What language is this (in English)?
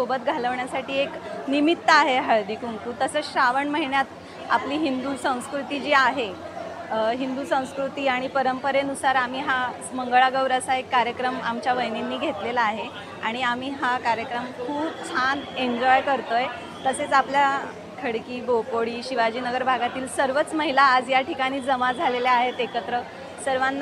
Marathi